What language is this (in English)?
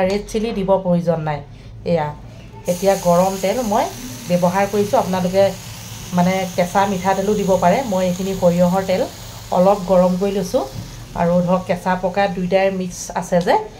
Assamese